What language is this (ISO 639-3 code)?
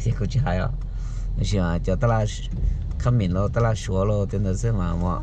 hmn